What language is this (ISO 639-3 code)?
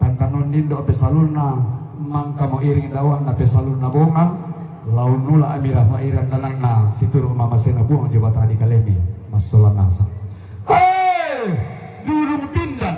sda